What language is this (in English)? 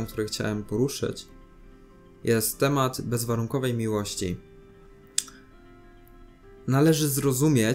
Polish